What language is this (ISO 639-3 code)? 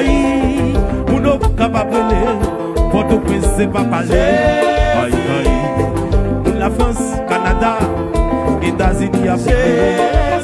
hat